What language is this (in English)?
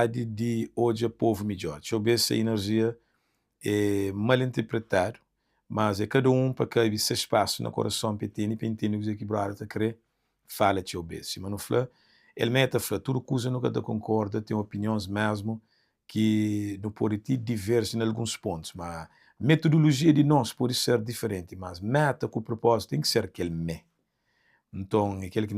Kabuverdianu